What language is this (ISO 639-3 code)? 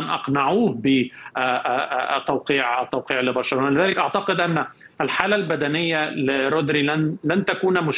ara